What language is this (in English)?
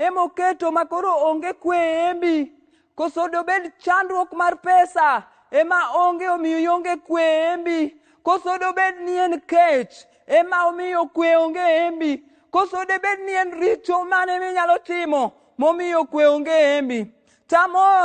Luo (Kenya and Tanzania)